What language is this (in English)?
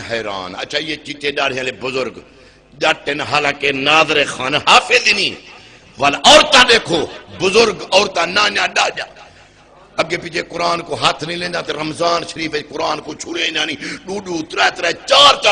Saraiki